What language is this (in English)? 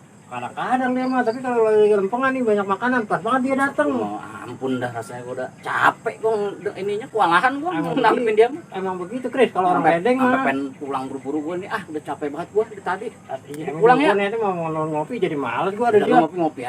Betawi